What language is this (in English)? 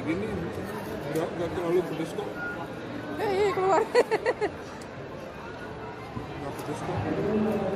Indonesian